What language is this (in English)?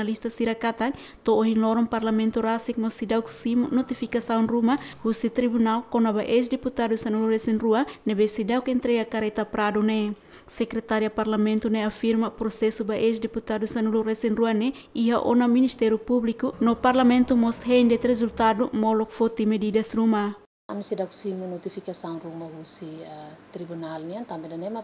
Tetum